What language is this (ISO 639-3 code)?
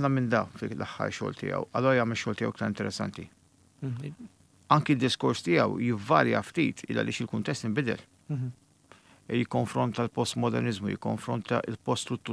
mlt